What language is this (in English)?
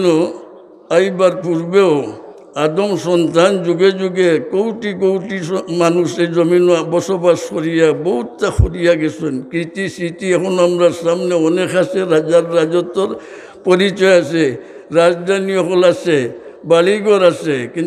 Sylheti